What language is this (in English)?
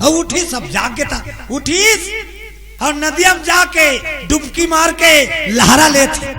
Chhattisgarhi